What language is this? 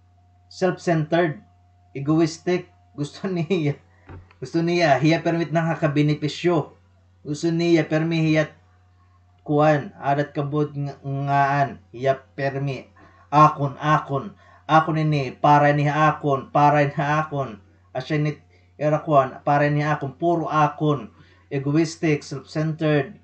Waray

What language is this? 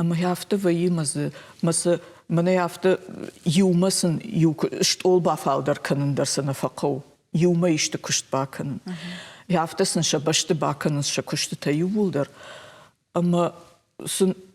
Ossetic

